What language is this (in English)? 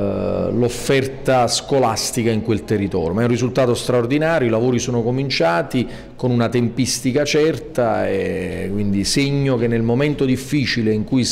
Italian